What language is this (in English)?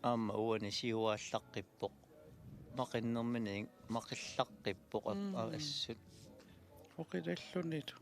Kalaallisut